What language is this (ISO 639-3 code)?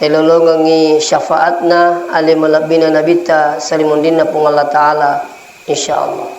bug